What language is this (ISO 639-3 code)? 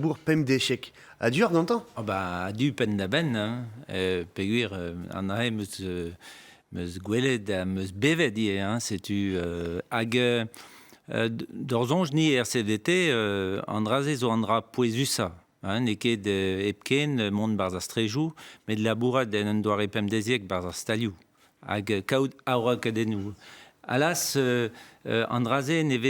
bre